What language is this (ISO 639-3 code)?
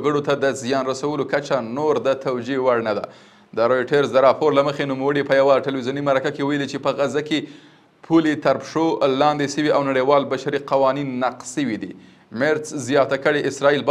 pus